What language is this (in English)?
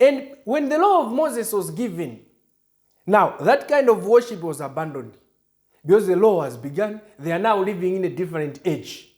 English